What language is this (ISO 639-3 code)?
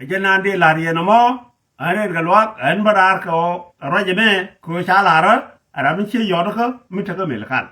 nus